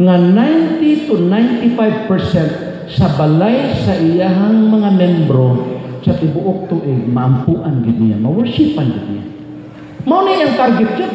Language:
Cebuano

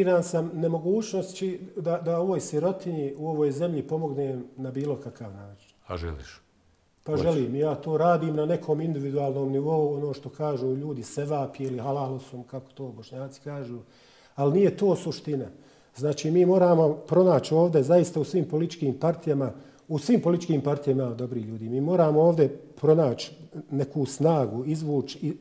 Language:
Bosnian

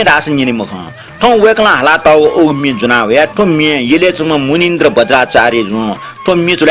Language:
Newari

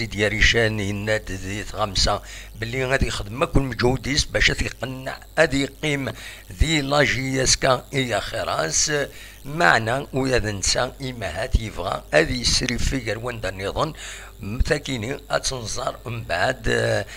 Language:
Kabyle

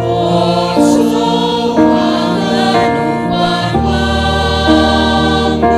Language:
Batak Simalungun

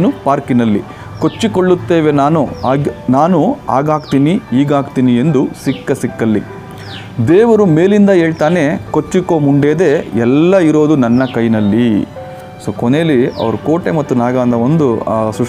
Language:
Kannada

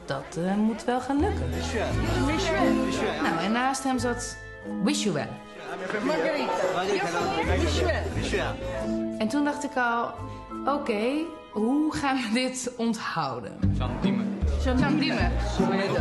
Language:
Dutch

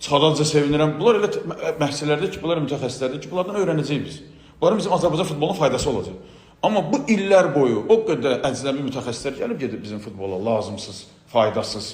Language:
Azerbaijani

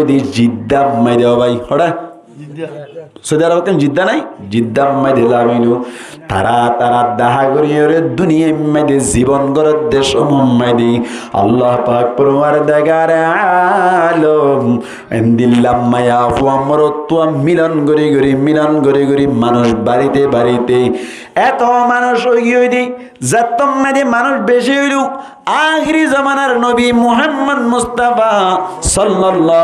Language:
Rohingya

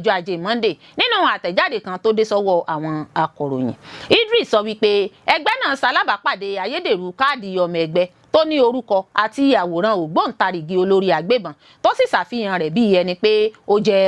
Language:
Yoruba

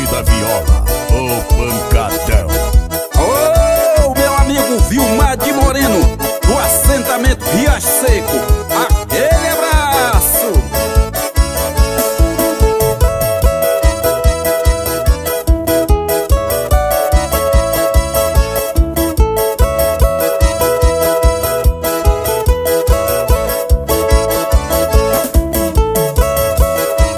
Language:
Portuguese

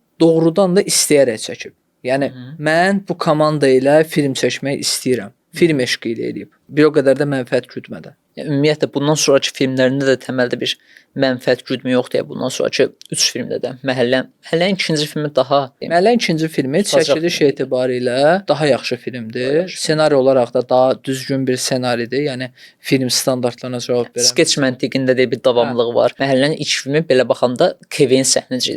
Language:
Azerbaijani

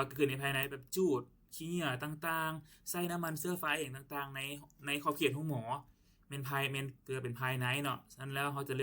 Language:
Lao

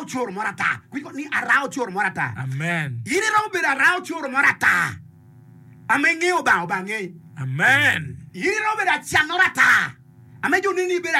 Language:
Acoli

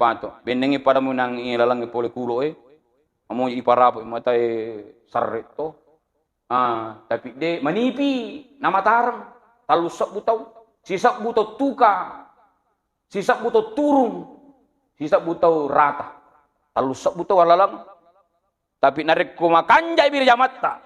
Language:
Buginese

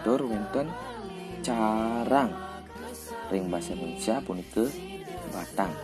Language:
Balinese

